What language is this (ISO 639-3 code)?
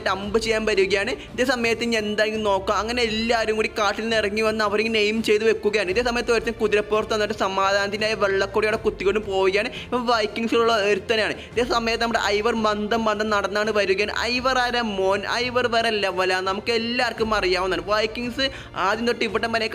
mal